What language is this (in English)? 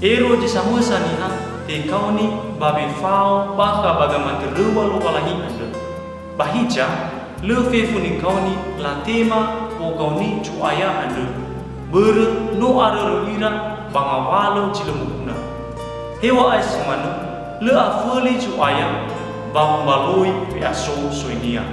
Nias